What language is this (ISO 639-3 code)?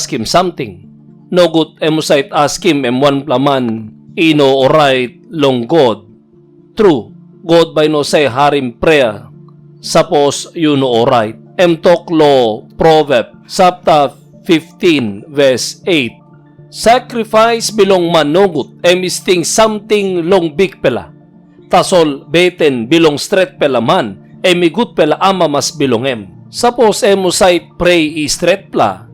tpi